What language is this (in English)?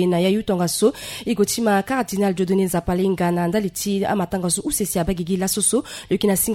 Sango